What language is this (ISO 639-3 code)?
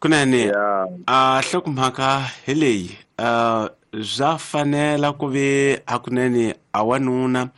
tso